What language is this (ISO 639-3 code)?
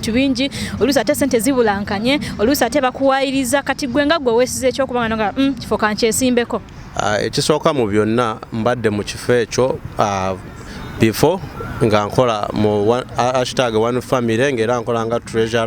lug